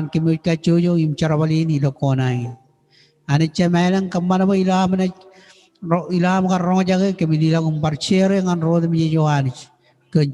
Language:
Marshallese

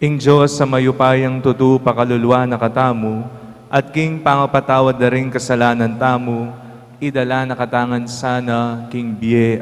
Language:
Pampanga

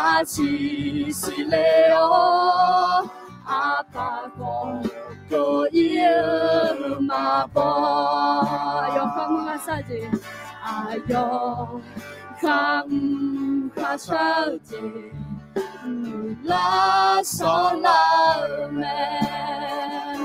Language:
Akha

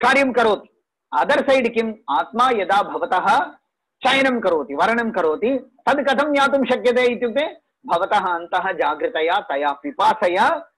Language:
Sanskrit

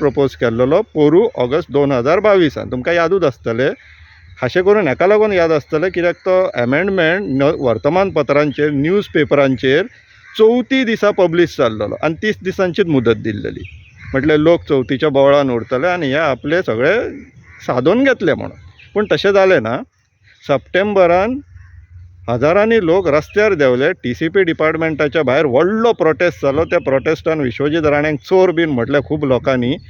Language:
Konkani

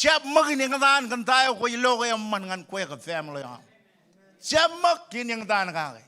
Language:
Marshallese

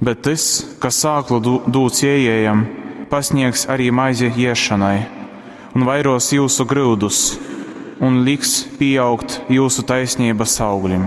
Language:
Latgalian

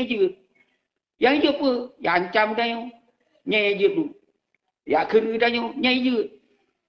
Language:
Achinese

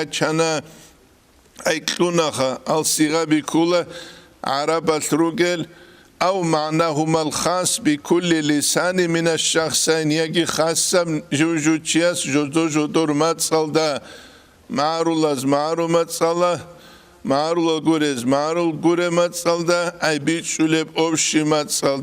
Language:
Avaric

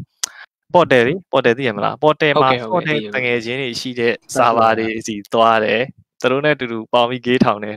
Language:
Burmese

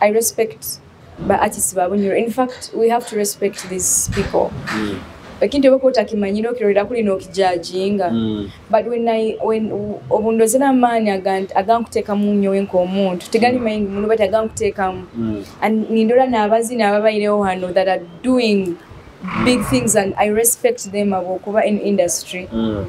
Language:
Nyoro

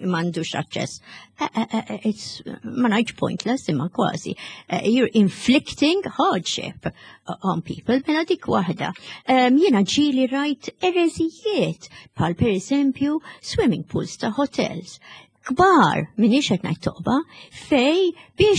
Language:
Maltese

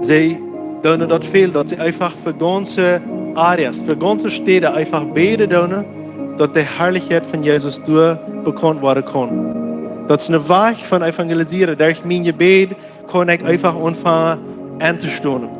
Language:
Plautdietsch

